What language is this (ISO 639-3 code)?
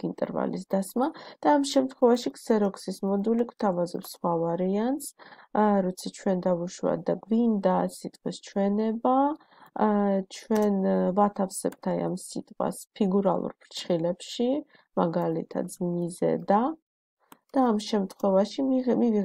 kat